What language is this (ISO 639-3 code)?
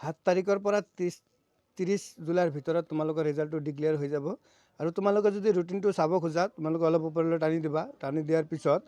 asm